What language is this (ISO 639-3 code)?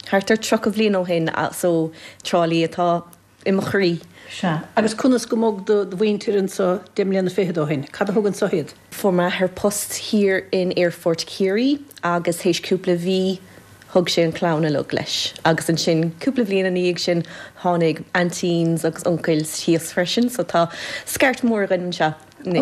gle